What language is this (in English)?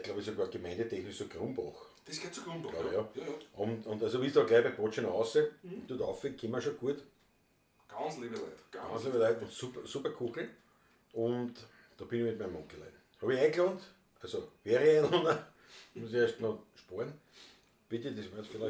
Bavarian